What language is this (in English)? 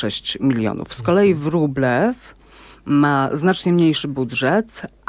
Polish